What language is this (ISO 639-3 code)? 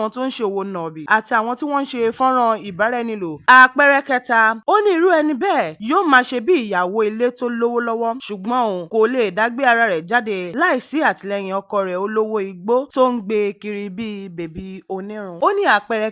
yor